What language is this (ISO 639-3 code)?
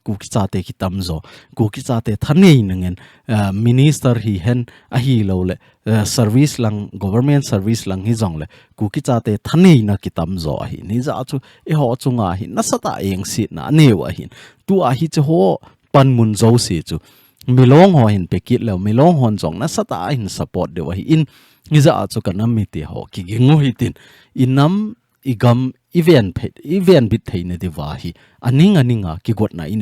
tcz